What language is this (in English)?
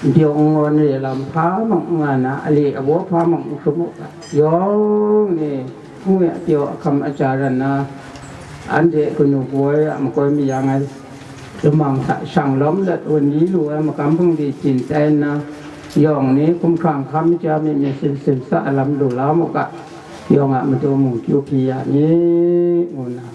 Kachin